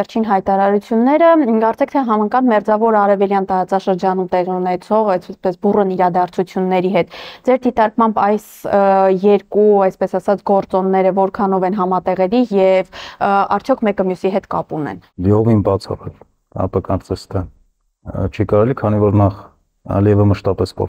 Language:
Armenian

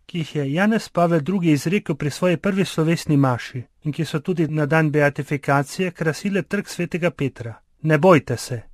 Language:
Slovenian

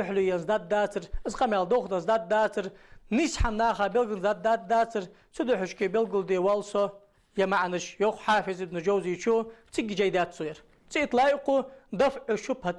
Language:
Ingush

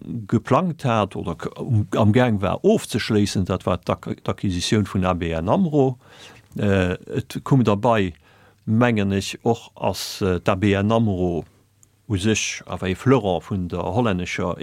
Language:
Luxembourgish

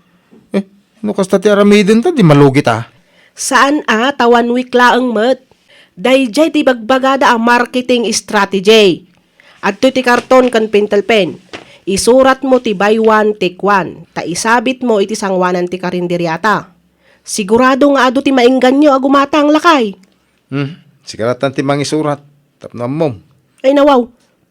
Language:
Iloko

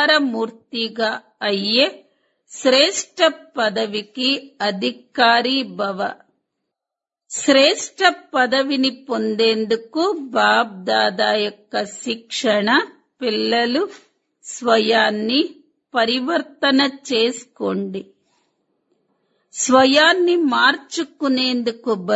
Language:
Telugu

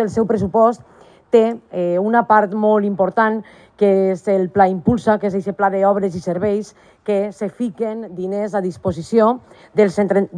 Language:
Catalan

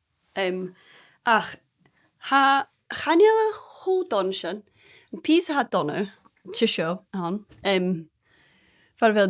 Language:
Scottish Gaelic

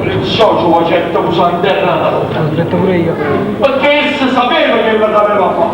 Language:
Neapolitan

